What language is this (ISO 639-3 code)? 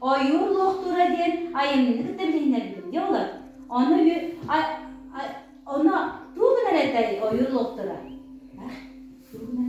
sah